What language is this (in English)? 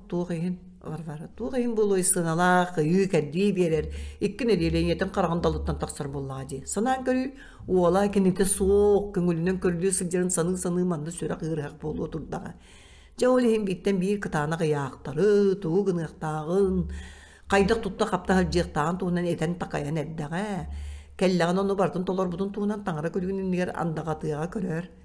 Yakut